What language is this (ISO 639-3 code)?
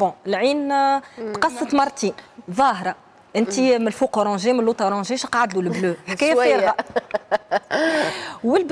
aeb